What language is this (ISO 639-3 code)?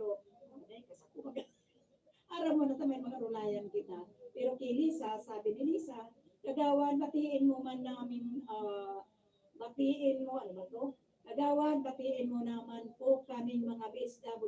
bik